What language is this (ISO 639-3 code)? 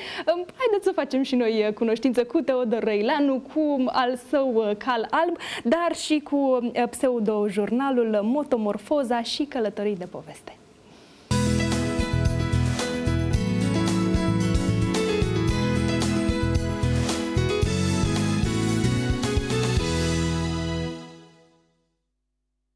ron